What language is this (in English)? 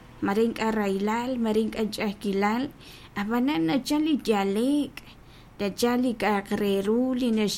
Kekchí